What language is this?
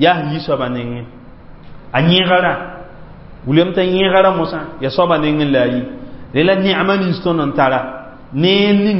Mossi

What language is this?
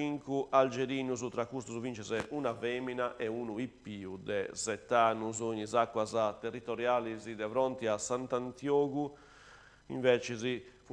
Sardinian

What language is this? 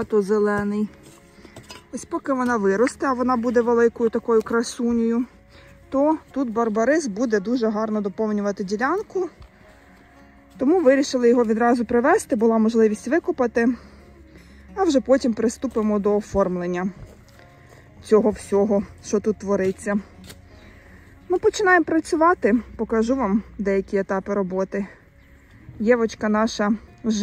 Ukrainian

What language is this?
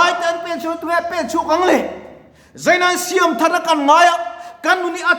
Mizo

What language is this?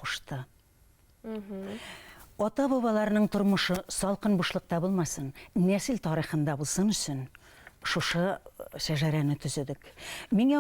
Bashkir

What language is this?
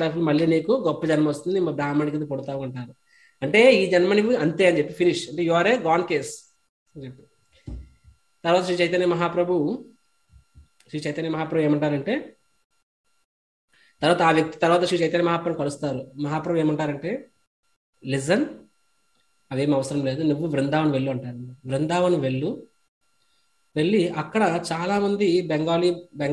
Telugu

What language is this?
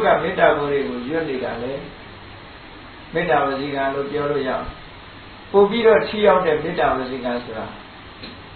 Burmese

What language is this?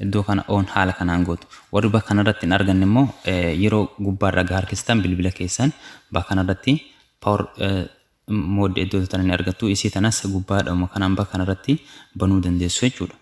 Oromo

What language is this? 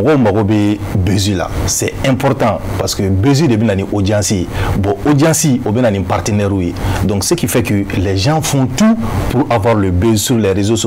Bambara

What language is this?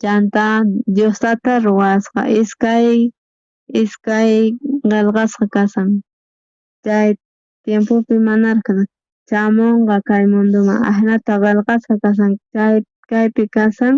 South Bolivian Quechua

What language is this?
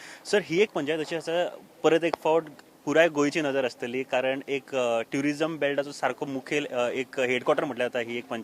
Konkani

